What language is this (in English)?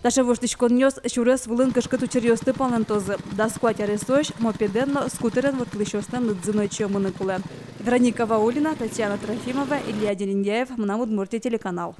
Udmurt